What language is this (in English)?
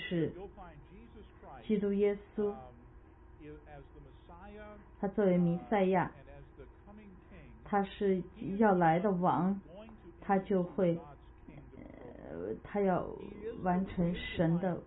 Chinese